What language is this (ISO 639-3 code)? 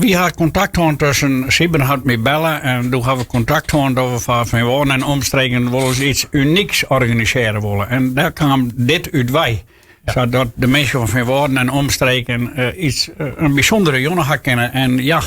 fry